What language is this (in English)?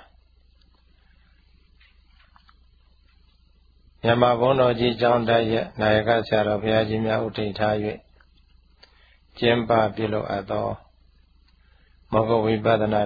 Burmese